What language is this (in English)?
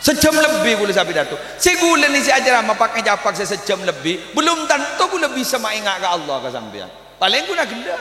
Madurese